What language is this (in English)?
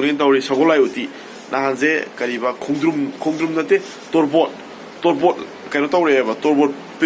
Manipuri